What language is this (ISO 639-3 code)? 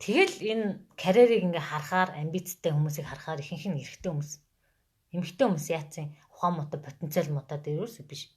mon